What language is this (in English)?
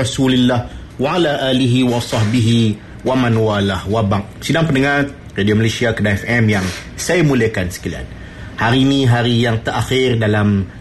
Malay